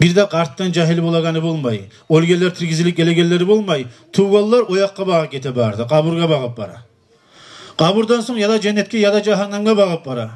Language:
Kumyk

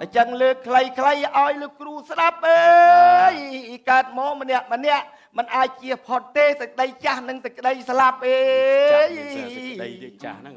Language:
Khmer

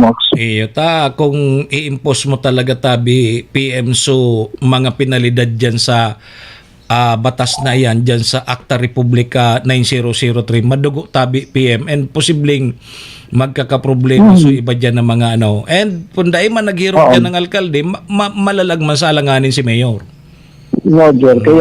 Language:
Bikol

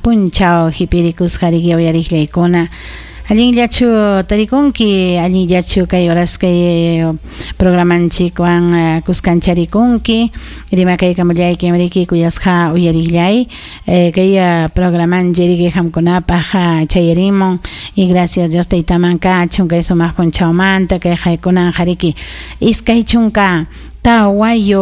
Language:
Ayacucho Quechua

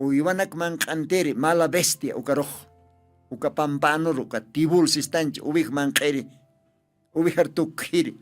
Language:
Aymara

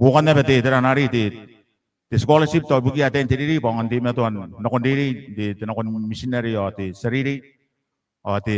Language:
Gilbertese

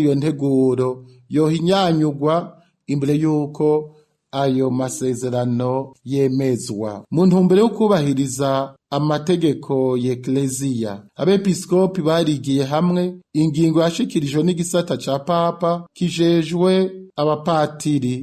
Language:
Rundi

